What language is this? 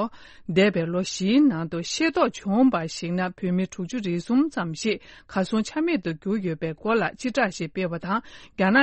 Tibetan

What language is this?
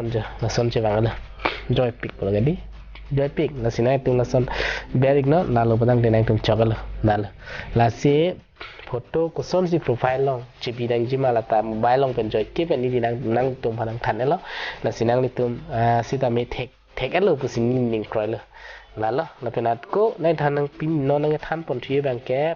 Karbi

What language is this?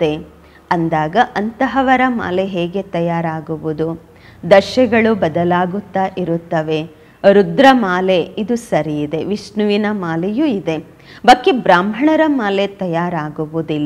Kannada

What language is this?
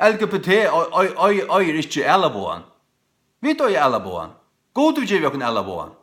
Faroese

